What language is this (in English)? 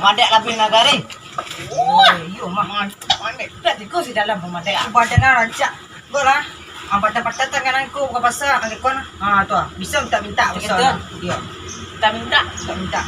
Minangkabau